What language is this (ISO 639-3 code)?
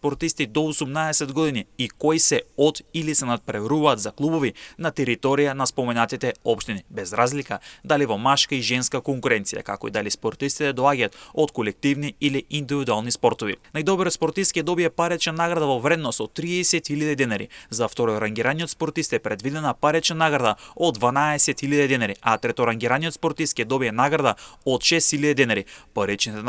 mkd